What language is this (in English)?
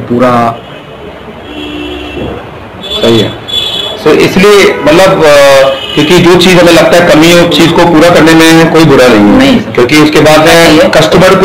Hindi